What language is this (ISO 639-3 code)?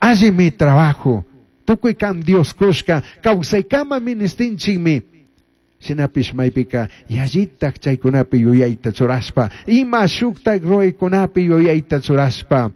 qug